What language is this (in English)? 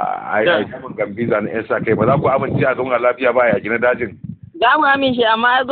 Hausa